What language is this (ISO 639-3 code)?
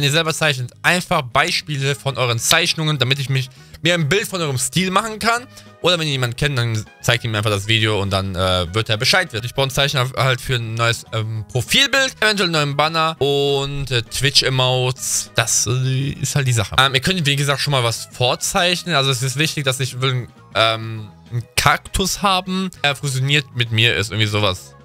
deu